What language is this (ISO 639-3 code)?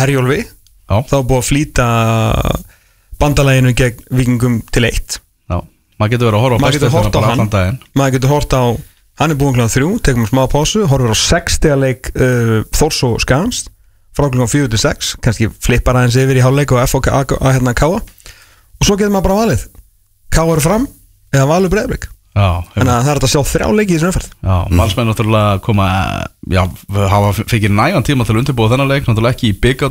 isl